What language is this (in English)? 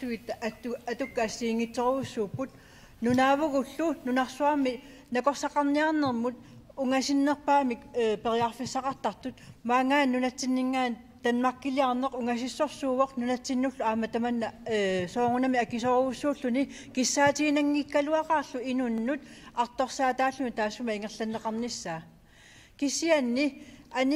Kalaallisut